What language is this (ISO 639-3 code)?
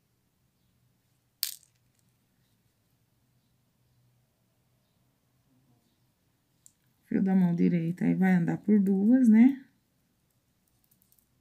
por